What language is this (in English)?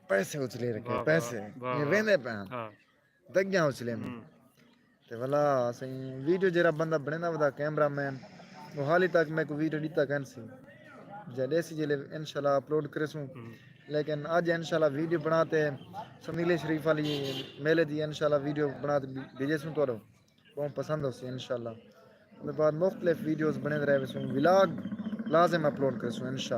Saraiki